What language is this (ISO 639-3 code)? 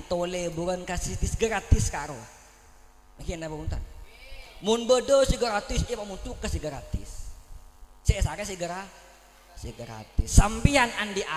mad